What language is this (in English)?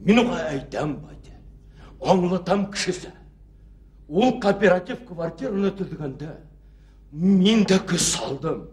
Bashkir